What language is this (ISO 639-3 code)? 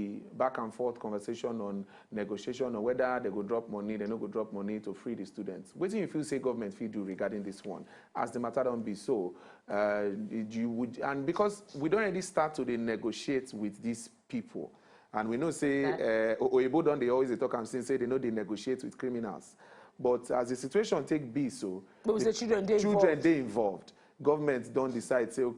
pcm